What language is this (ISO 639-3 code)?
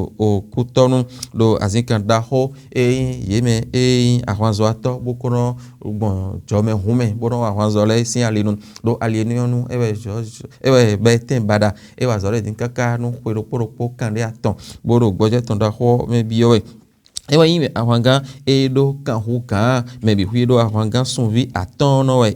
fon